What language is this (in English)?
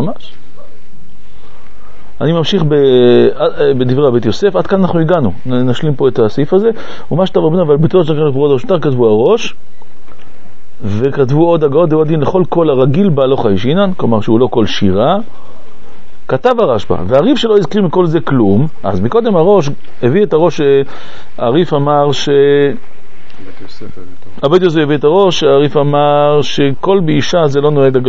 Hebrew